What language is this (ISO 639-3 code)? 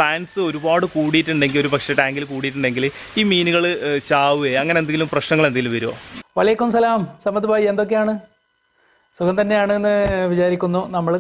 mal